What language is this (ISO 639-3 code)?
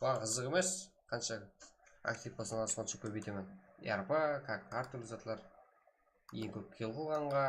kaa